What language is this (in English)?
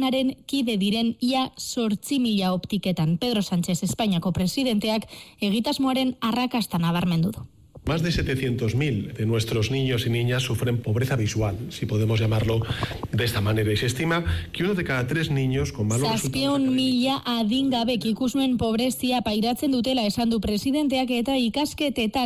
Basque